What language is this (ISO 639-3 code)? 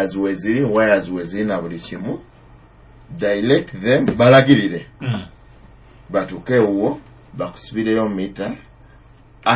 nyo